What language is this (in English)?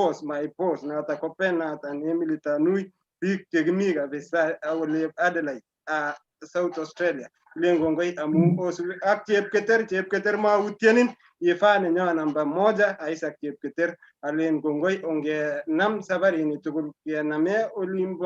Kalenjin